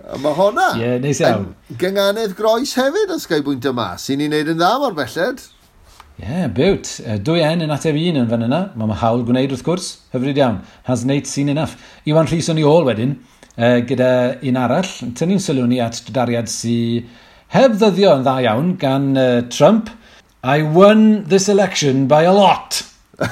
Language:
Welsh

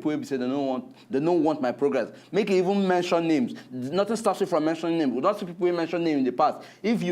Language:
Nigerian Pidgin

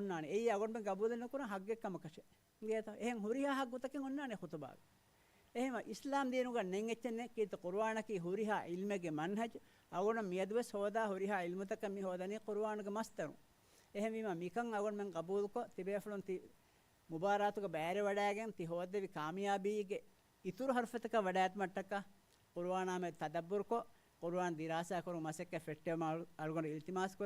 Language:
Divehi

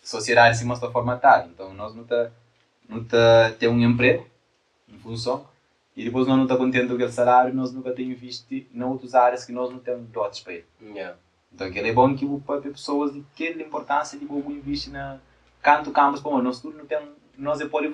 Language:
Kabuverdianu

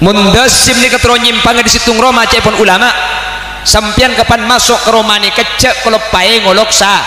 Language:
Madurese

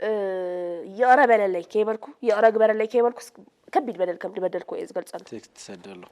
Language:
Tigrinya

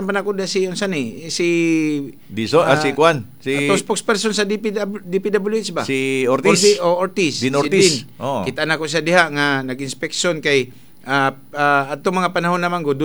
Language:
Cebuano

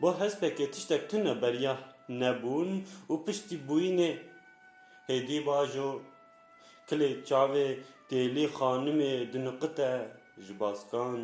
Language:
Kurdish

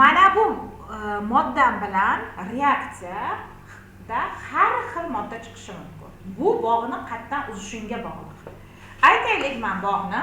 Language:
Uzbek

